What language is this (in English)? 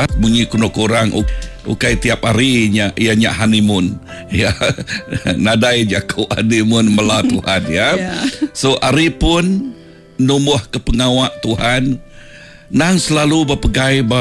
Iban